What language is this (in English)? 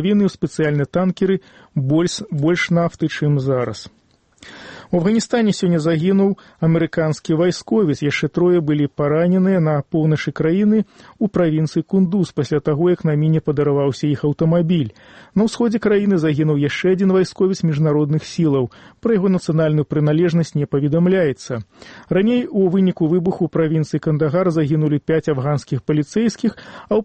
Belarusian